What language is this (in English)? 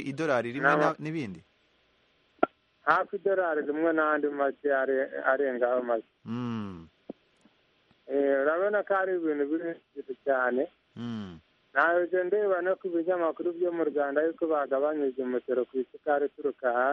Kinyarwanda